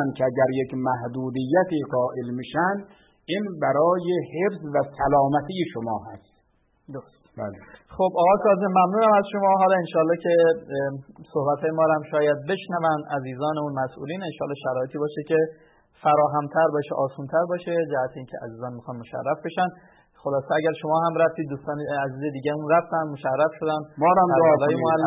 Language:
Persian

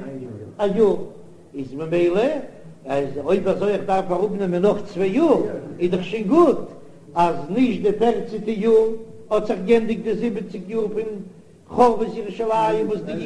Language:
Yiddish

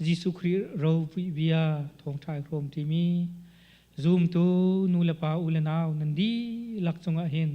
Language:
Hakha Chin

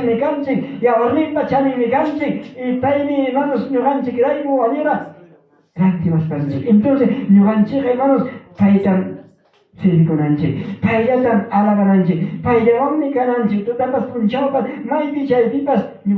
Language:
Ayacucho Quechua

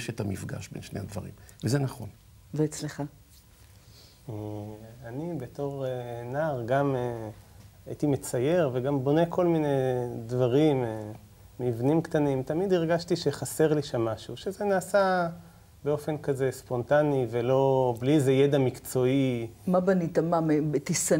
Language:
Hebrew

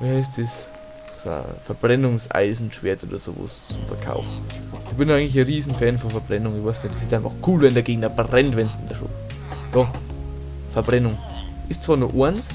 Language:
Bavarian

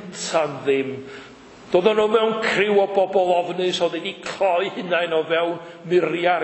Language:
Welsh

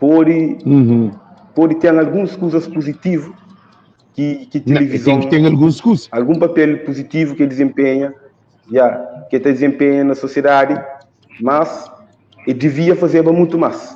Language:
Kabuverdianu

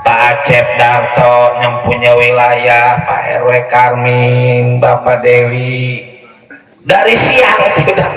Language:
Betawi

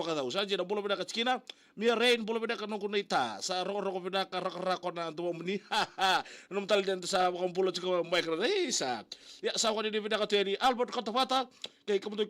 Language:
Fijian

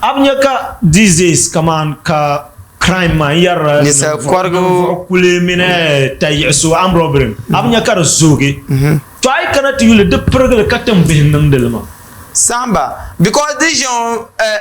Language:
Dagbani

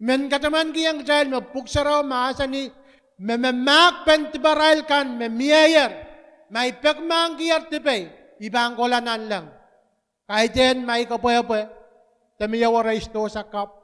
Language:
Pohnpeian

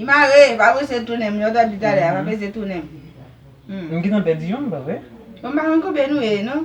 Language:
Haitian Creole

